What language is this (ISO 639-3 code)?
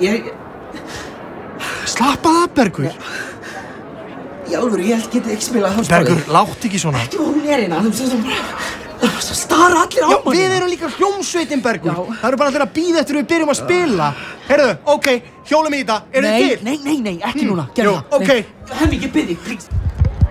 isl